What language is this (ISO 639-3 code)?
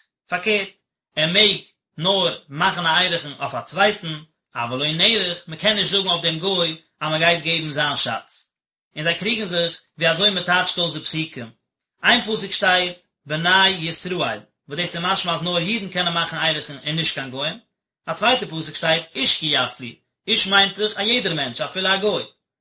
yid